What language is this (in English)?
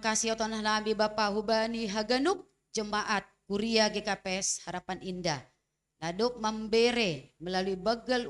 Batak Simalungun